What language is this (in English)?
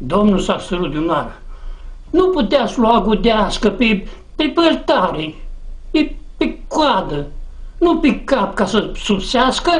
Aromanian